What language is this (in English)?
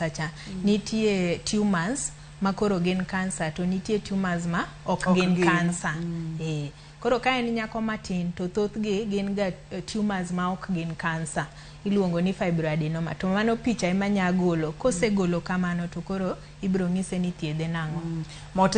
Luo (Kenya and Tanzania)